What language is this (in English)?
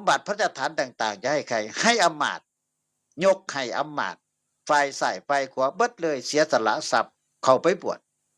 Northeastern Thai